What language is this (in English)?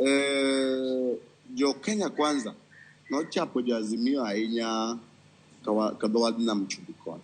Luo (Kenya and Tanzania)